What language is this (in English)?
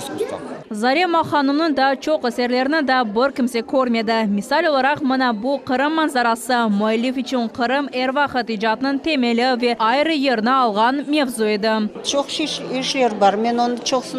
Crimean Tatar